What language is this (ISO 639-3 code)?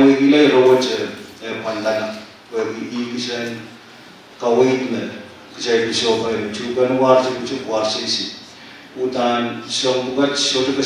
pon